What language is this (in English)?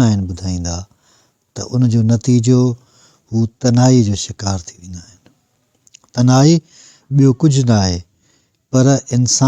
Sindhi